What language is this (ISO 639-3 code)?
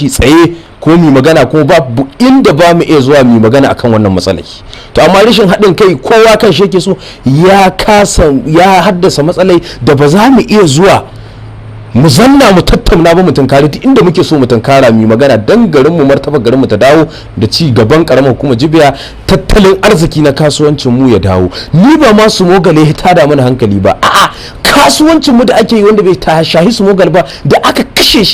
hau